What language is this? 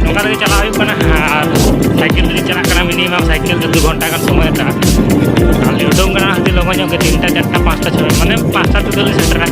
Santali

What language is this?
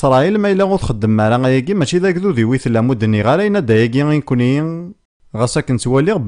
Kabyle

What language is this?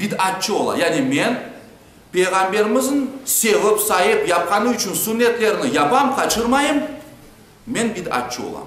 Crimean Tatar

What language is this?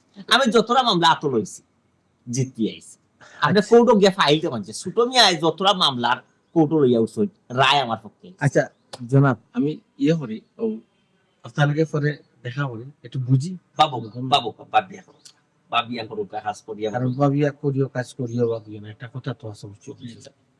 Sylheti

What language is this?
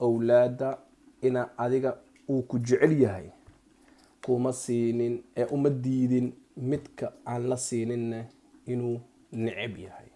Somali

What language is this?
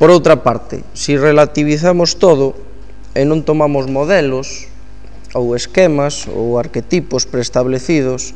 Galician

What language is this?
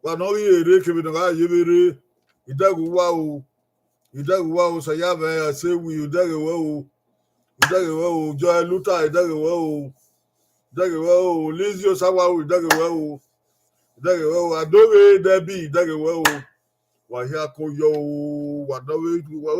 Bini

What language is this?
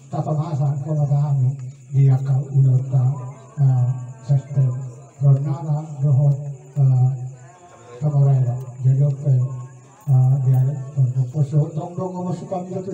Batak Toba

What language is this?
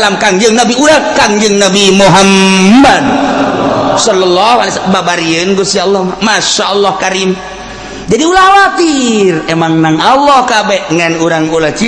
Sundanese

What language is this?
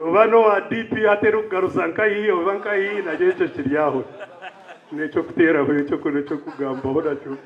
Nyankole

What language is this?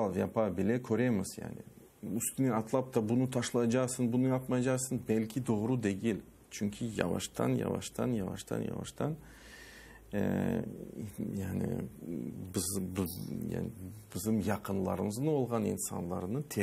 Crimean Tatar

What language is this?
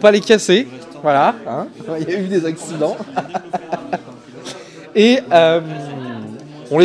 French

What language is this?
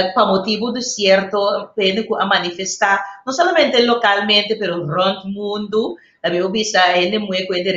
Papiamento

